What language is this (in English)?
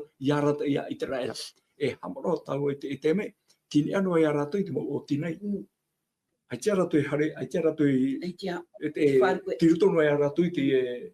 Tahitian